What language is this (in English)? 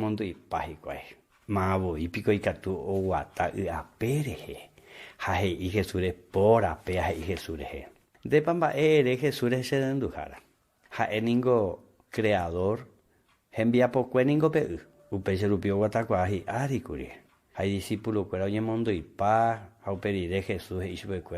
Guarani